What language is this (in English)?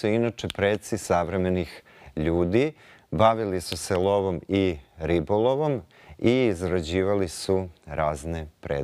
Serbian